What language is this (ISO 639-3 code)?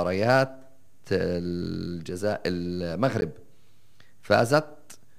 apc